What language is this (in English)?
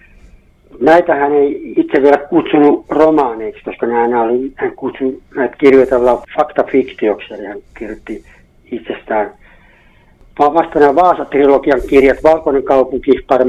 Finnish